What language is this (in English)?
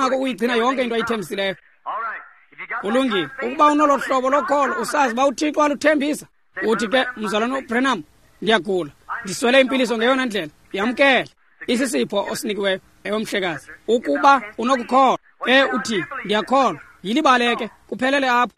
Xhosa